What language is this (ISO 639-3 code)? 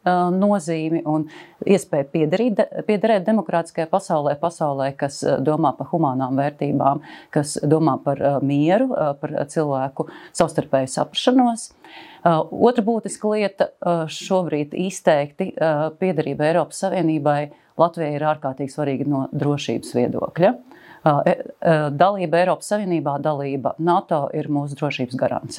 lav